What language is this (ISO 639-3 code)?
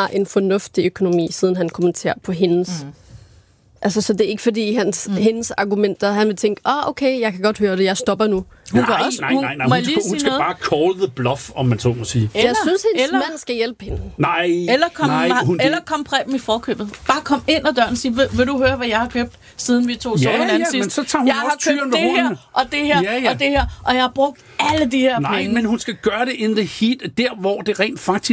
dan